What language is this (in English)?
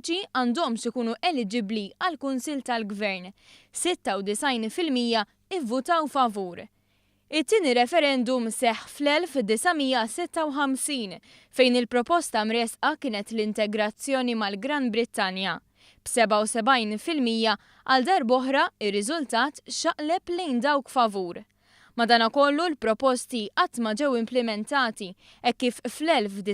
Maltese